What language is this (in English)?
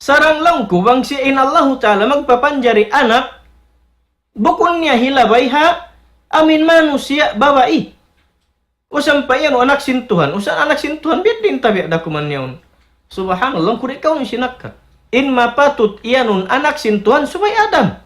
Tausug